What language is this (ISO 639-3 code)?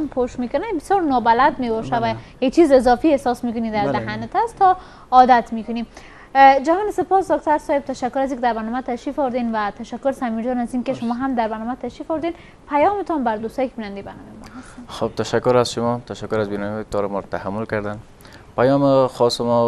fas